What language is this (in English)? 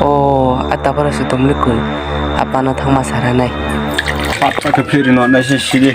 Riang (India)